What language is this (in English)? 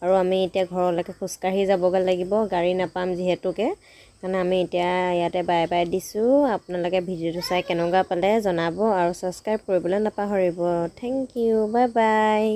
Assamese